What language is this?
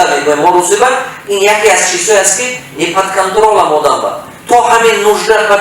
Tajik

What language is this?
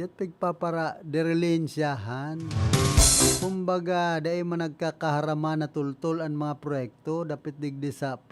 Bikol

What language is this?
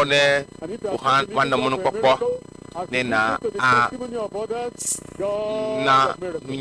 Ewe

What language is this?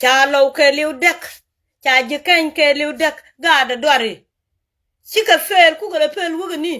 Nuer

